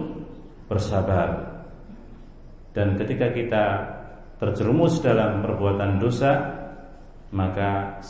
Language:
Indonesian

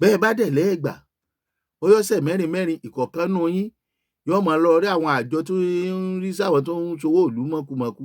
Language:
Yoruba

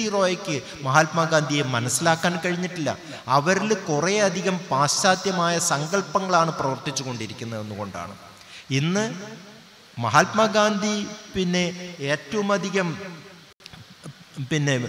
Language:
Malayalam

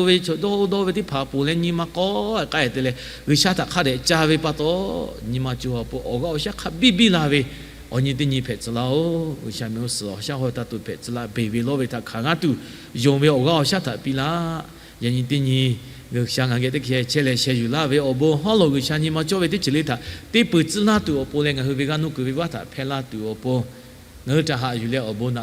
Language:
Lahu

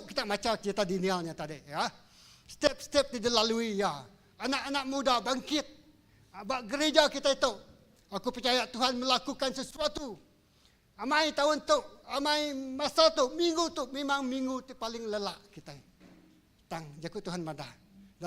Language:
Iban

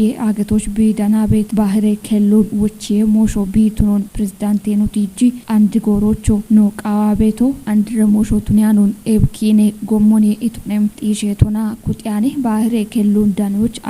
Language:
Kafa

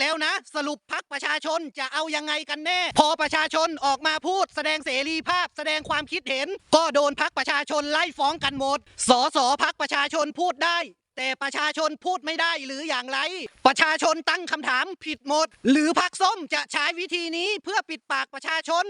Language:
Lao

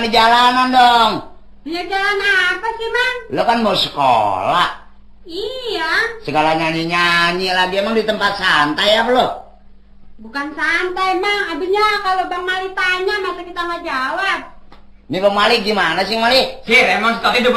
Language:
Betawi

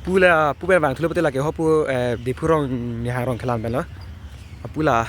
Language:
Karbi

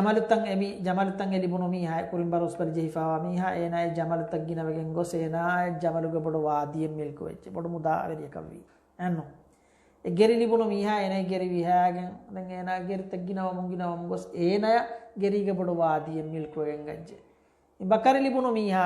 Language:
Divehi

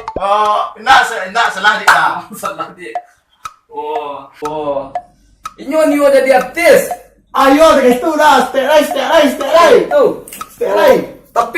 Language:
Minangkabau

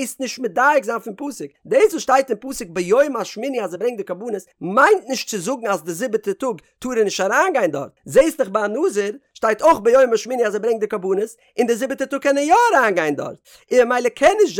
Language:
Yiddish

